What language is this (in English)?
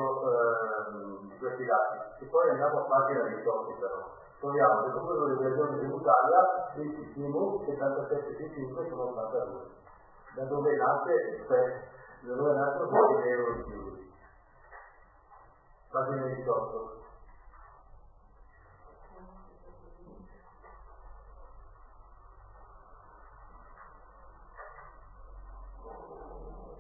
Italian